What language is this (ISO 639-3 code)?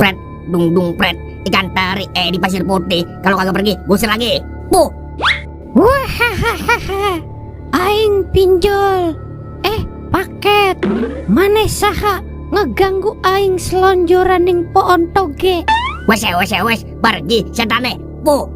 bew